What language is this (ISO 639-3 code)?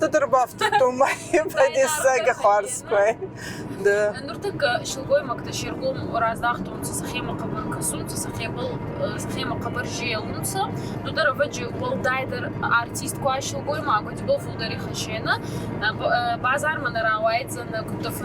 oss